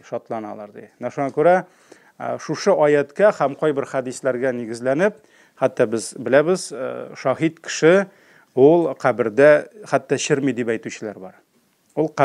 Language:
Tatar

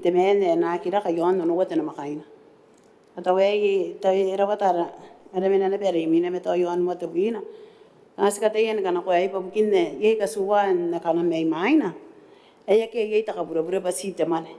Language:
Gilbertese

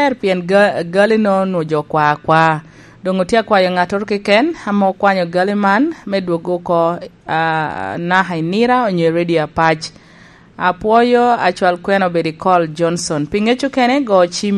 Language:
Lango (Uganda)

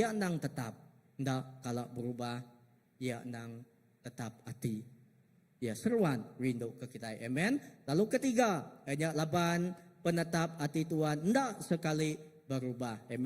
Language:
Iban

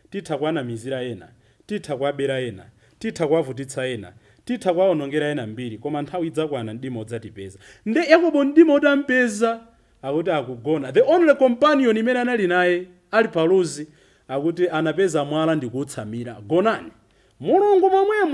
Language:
Nyanja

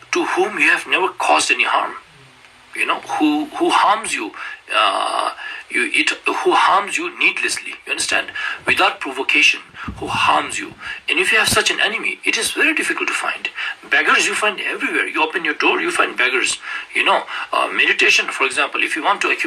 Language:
Ladakhi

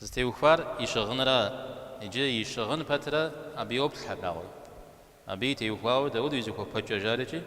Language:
Kabardian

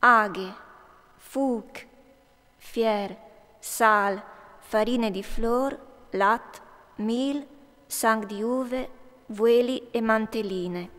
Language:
Friulian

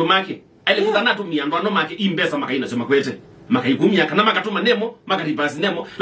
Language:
Kamba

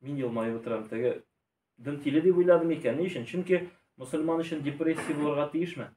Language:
Tatar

